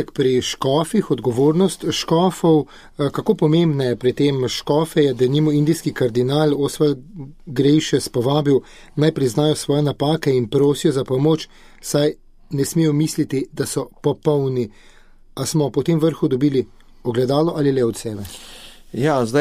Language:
Slovenian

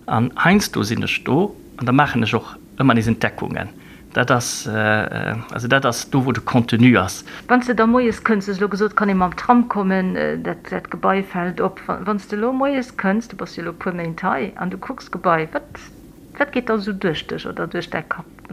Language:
Luxembourgish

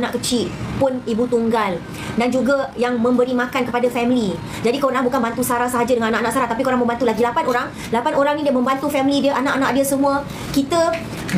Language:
Malay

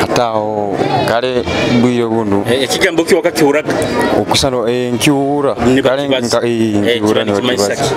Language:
Nyoro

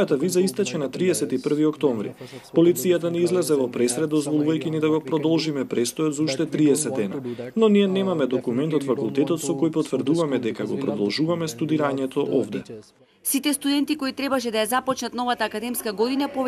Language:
Macedonian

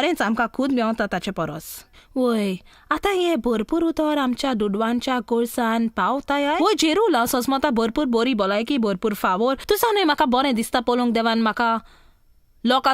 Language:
Konkani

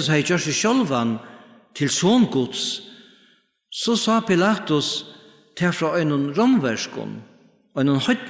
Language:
Faroese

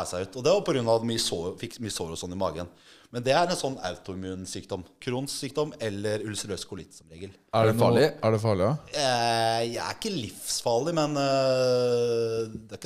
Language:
Norwegian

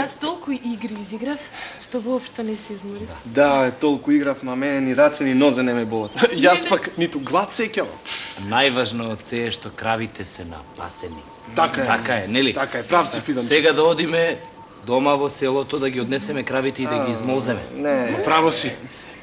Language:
Macedonian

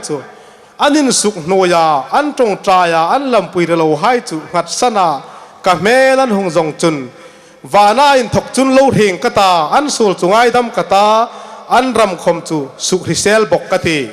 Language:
Hmar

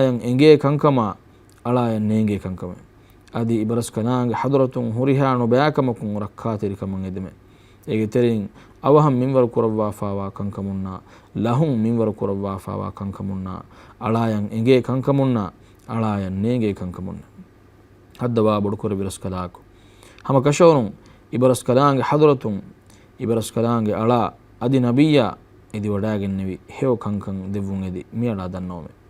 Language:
Divehi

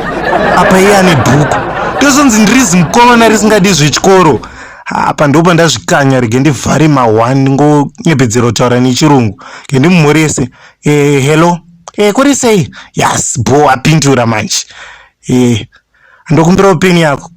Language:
Shona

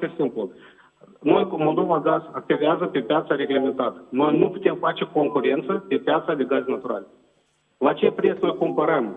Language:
Romanian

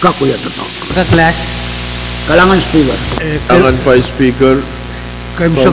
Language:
Pohnpeian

